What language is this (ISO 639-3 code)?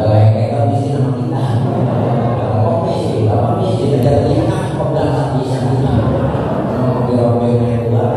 bew